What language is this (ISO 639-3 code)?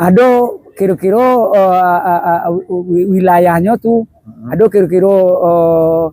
min